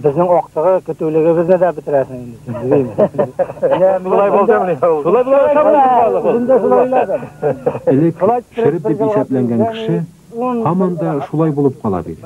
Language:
Tatar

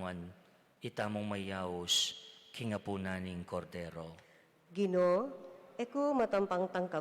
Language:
Pampanga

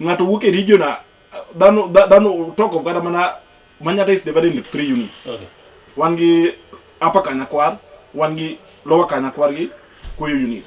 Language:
Luo (Kenya and Tanzania)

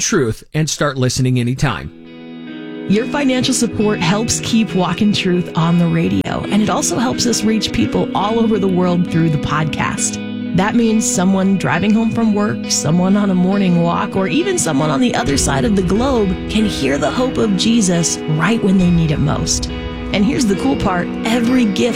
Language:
English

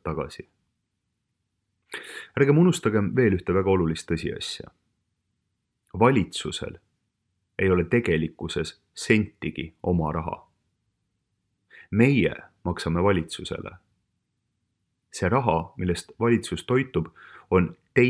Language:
Estonian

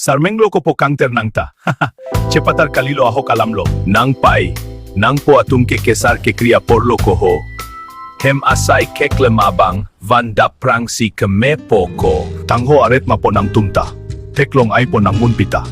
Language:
Karbi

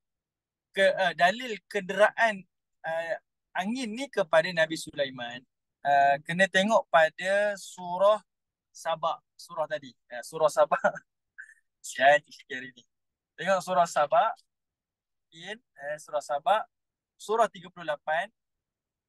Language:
Malay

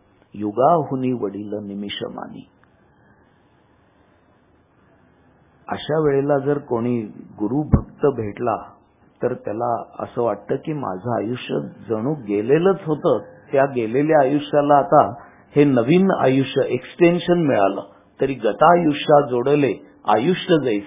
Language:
Marathi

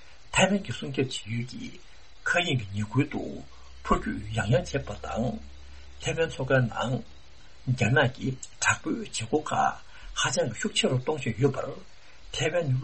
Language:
Tibetan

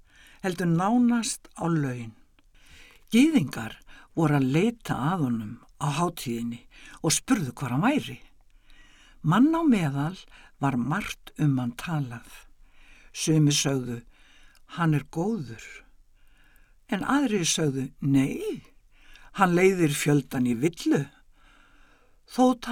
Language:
Icelandic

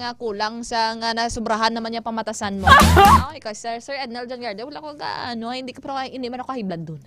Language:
Hiligaynon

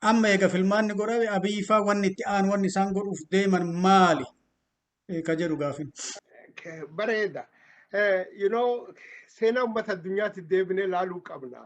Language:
Oromo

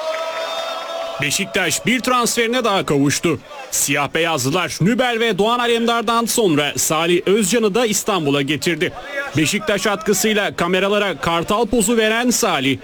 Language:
Turkish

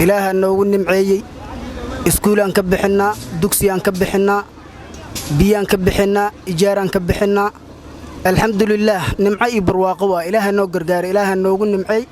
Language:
Somali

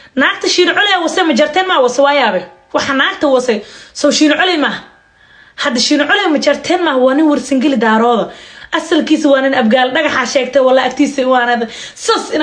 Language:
Somali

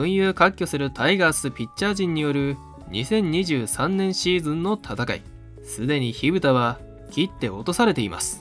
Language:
Japanese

